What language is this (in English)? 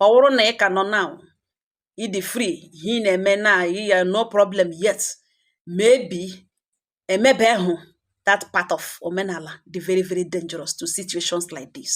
Igbo